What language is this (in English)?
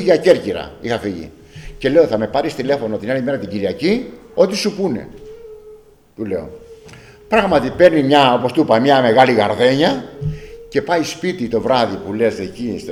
Greek